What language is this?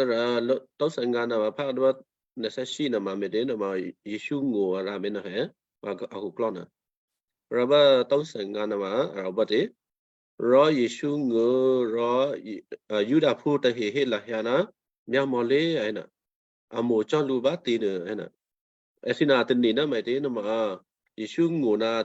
Western Kayah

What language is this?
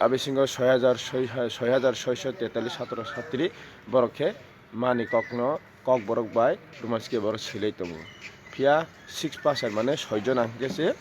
Kok Borok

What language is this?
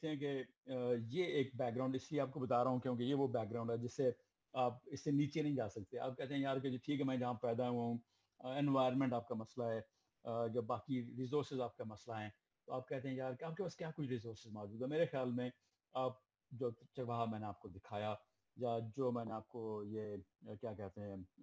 Urdu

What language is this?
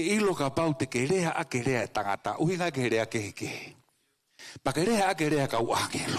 Tongan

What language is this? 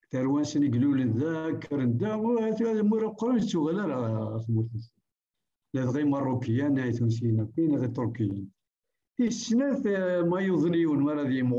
Kabyle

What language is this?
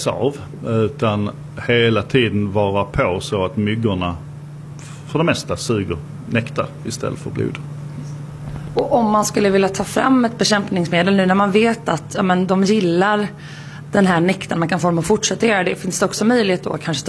Swedish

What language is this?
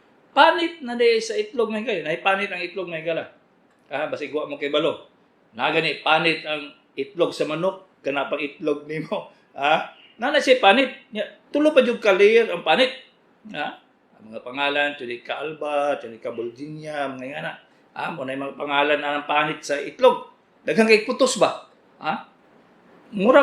Cebuano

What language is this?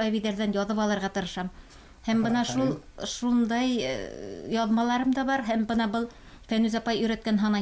Bashkir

